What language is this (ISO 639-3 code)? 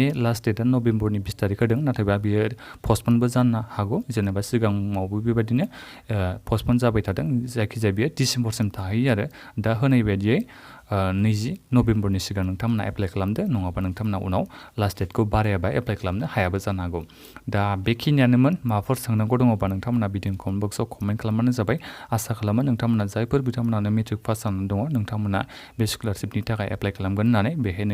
brx